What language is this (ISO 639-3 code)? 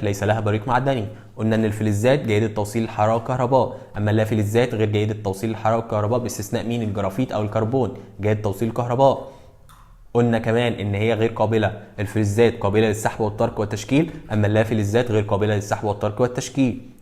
arz